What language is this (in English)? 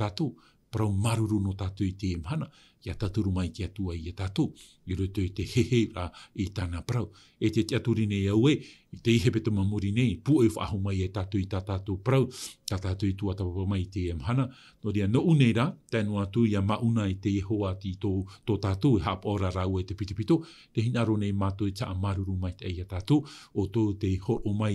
Tahitian